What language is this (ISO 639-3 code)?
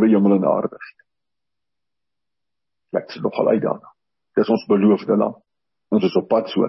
afr